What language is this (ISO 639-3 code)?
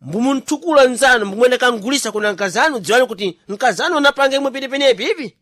seh